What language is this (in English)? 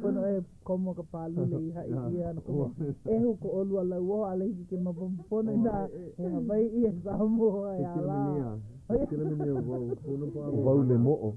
Hawaiian